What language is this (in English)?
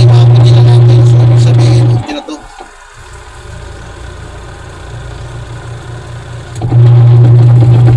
Filipino